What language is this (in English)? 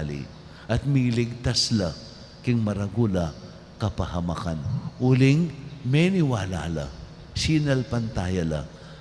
Pampanga